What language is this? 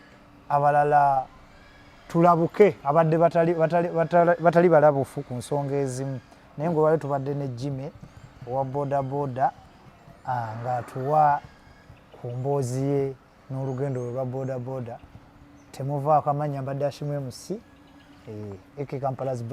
Ganda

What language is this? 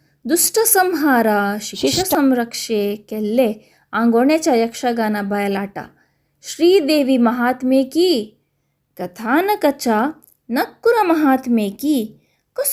Konkani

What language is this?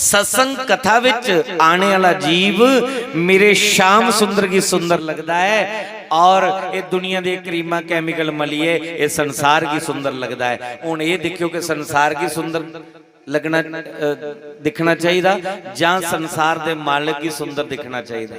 Dogri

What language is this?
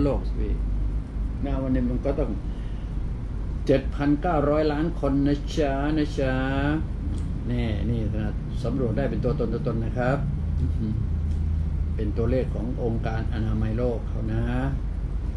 Thai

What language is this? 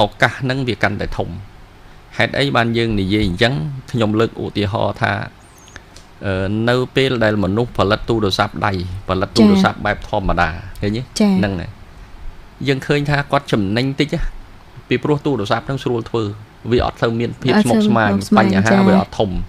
Khmer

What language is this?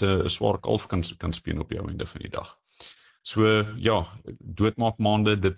Afrikaans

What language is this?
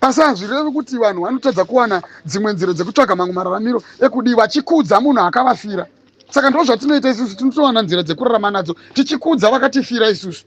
Shona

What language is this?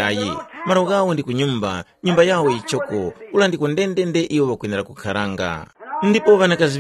Tumbuka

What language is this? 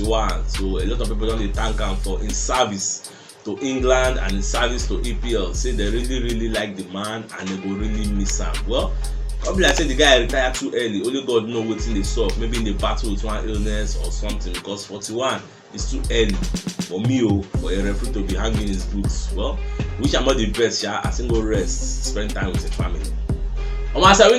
Nigerian Pidgin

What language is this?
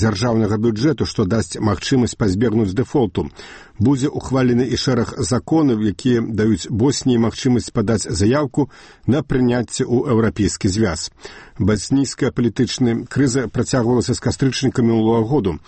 Belarusian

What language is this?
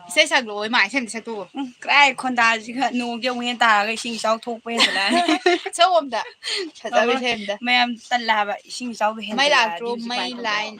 Manipuri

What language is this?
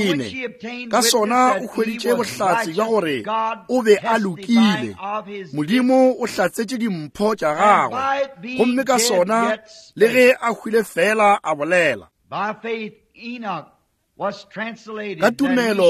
Northern Sotho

